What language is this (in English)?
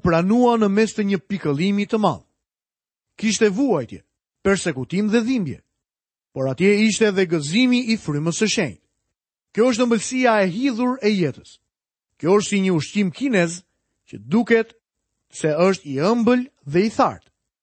Albanian